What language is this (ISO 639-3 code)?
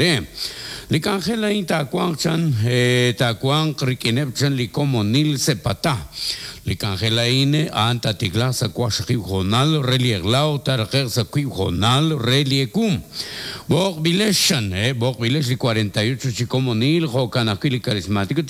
kek